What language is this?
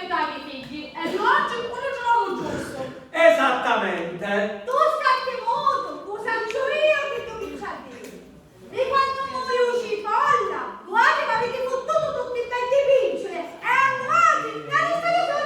Sicilian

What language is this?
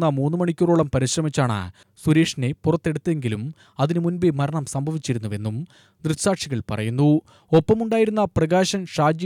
Malayalam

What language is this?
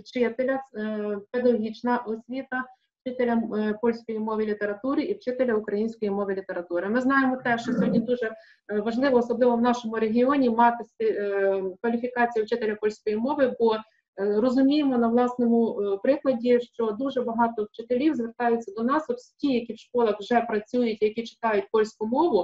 Ukrainian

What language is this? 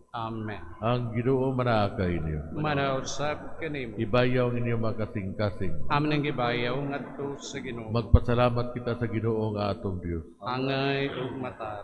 Cebuano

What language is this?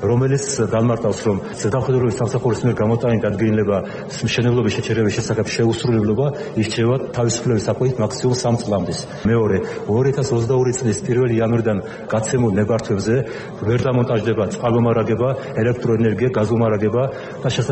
Georgian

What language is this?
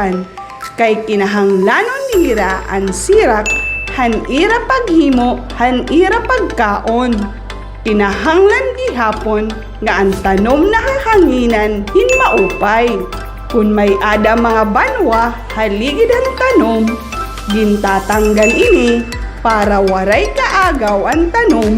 Waray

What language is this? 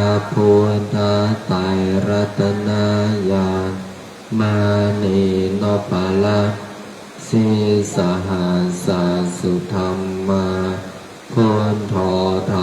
Pali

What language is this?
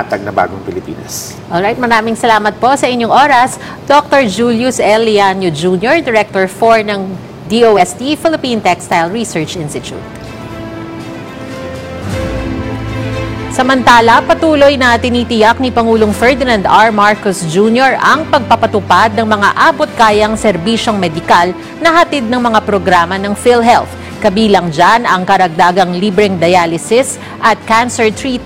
Filipino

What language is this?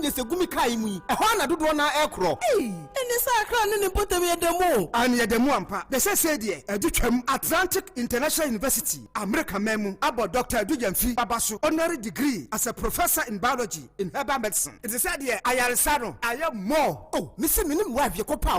Akan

